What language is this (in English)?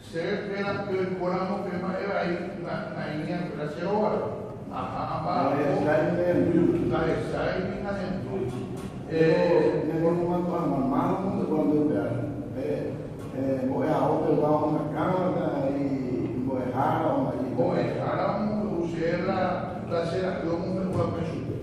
Guarani